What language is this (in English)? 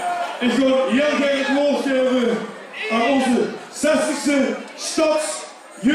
Limburgish